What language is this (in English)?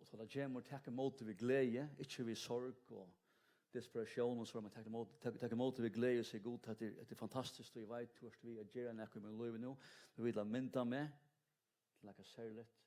Faroese